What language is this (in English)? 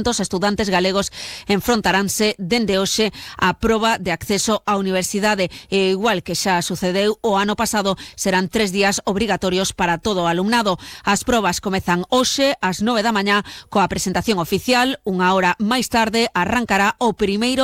Galician